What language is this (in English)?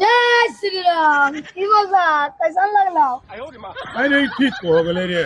Magahi